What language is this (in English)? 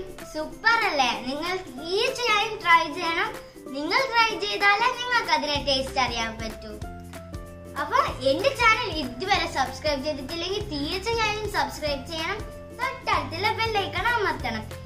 Malayalam